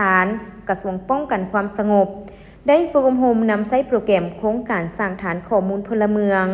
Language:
Lao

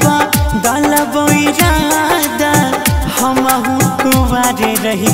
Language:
Bhojpuri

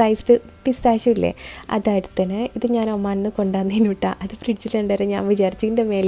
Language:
Malayalam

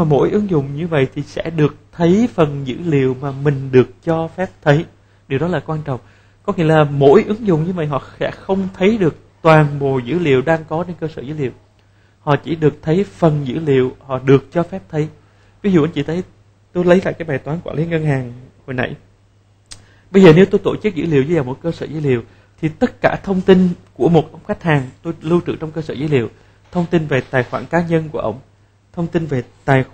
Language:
Vietnamese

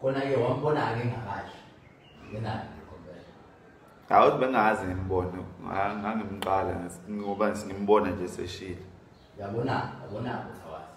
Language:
Zulu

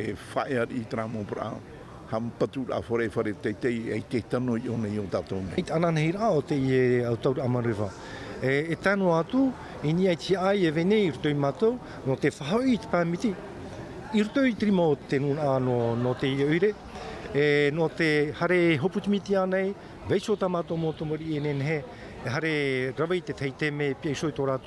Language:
Tahitian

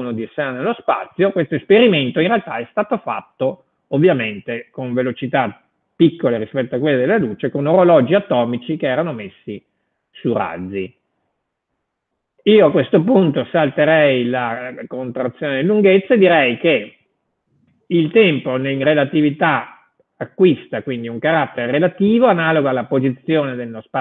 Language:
Italian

